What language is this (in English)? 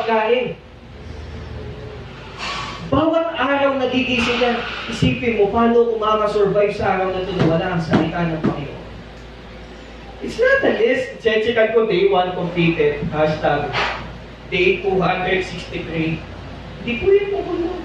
Filipino